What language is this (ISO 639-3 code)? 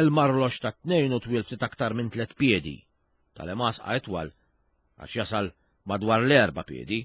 mlt